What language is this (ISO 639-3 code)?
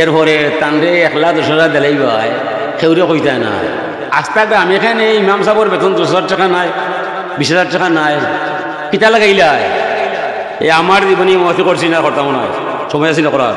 syl